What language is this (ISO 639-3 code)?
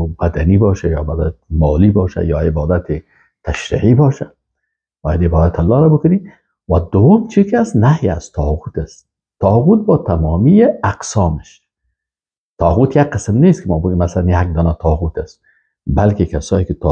fas